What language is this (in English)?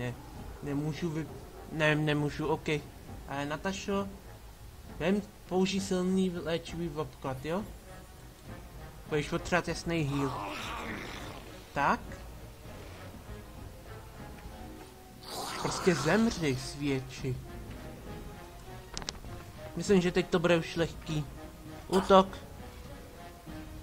Czech